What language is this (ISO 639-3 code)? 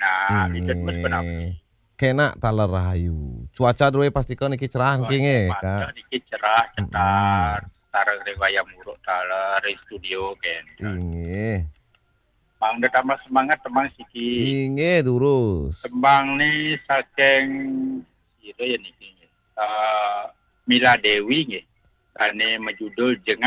ban